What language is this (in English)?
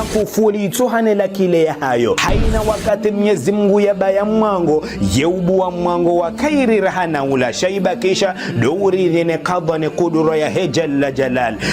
Ngazidja Comorian